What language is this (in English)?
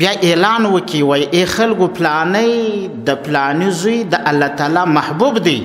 Pashto